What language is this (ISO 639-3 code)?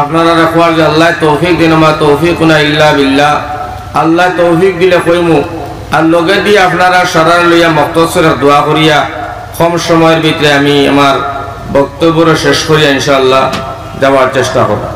syl